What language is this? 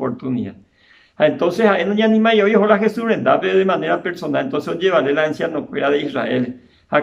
Guarani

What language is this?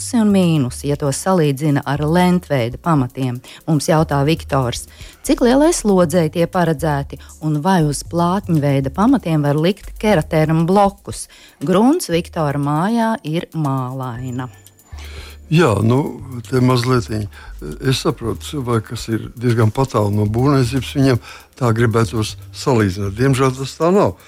Latvian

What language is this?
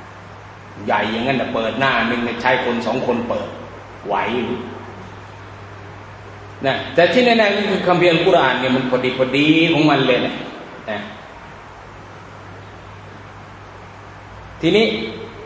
Thai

